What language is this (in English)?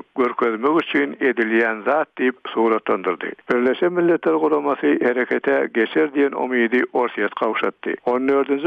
Turkmen